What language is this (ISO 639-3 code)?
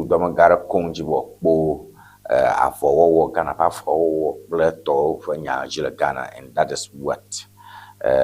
ewe